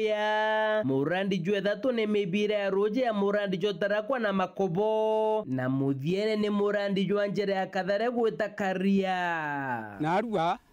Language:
Meru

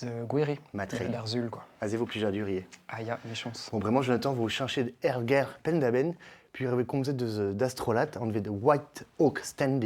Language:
Breton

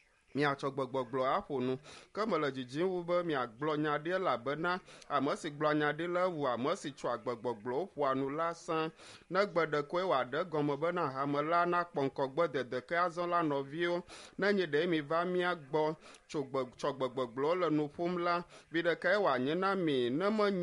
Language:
Ewe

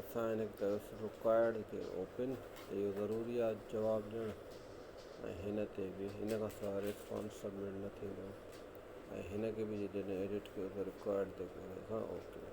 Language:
Sindhi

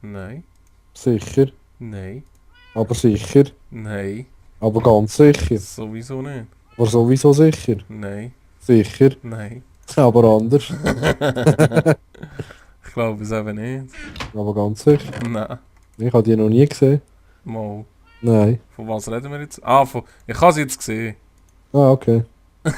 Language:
Swiss German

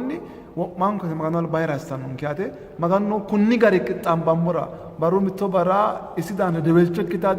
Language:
Sidamo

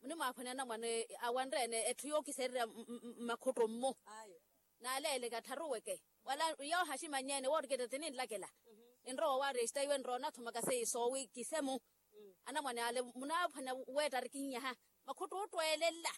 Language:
Makhuwa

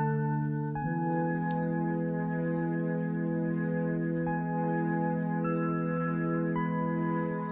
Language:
Kannada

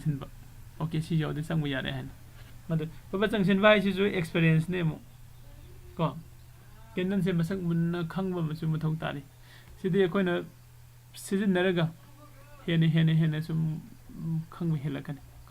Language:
Manipuri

